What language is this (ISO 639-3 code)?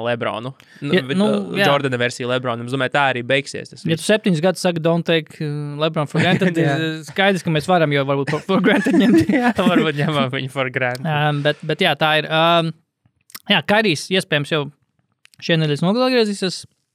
lav